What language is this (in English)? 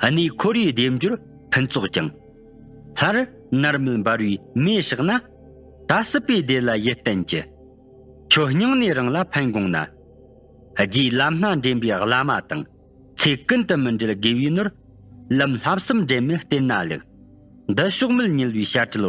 Tibetan